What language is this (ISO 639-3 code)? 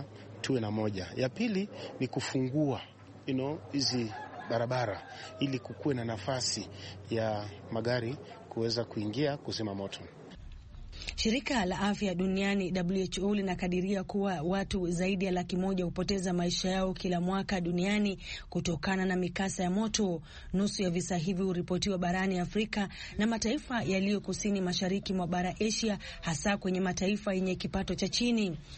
swa